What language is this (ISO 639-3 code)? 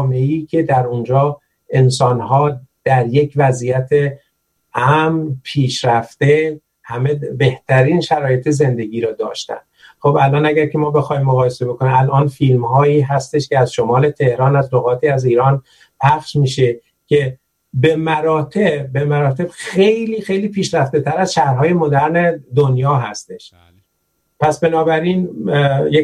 fas